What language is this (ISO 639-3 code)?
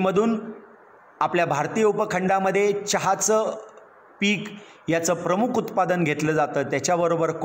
mar